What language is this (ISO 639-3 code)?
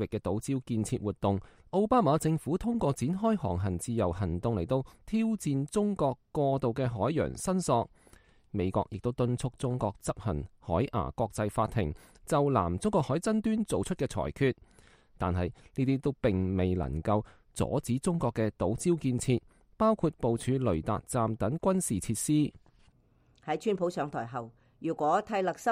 yue